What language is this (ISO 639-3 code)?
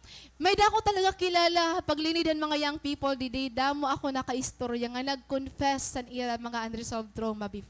war